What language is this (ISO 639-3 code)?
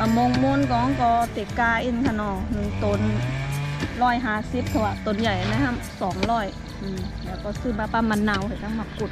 shn